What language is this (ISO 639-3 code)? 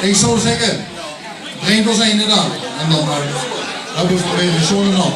lim